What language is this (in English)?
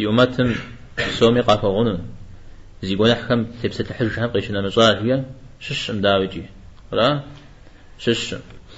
Kabardian